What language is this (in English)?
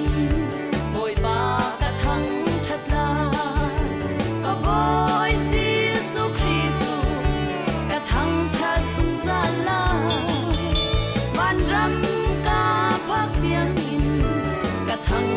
Hakha Chin